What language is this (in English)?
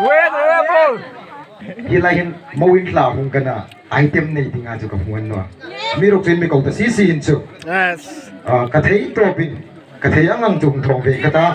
Hmar